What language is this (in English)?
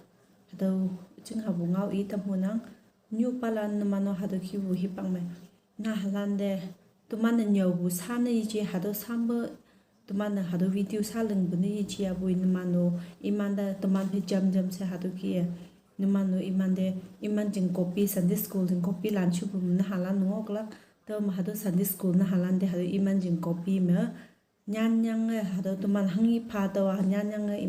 Konyak Naga